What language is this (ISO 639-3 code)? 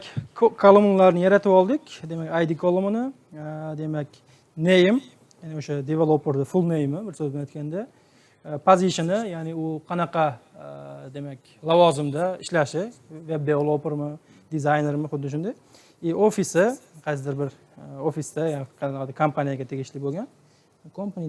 uzb